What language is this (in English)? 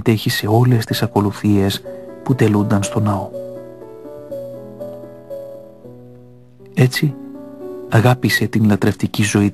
Greek